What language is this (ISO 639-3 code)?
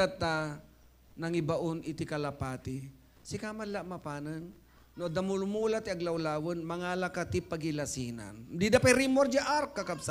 ilo